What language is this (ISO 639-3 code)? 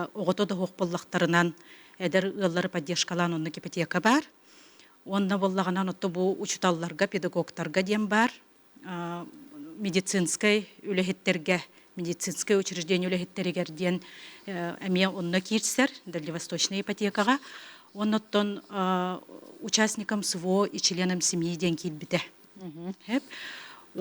sah